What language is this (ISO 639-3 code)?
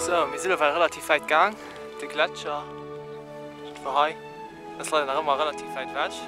ltz